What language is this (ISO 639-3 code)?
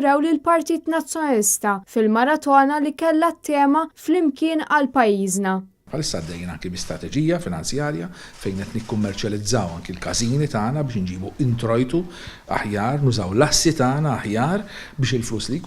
mlt